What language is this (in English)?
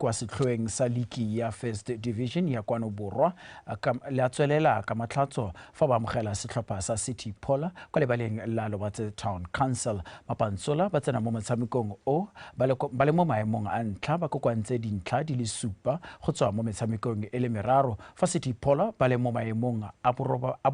Tswana